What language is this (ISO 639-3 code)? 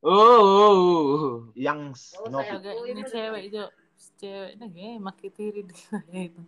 bbc